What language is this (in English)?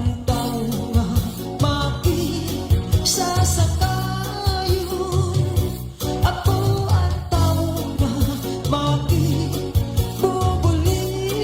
Waray